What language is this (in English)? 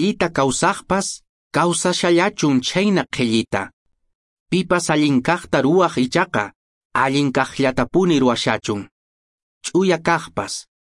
Quechua